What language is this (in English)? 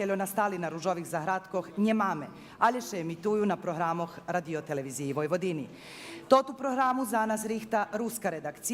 Rusyn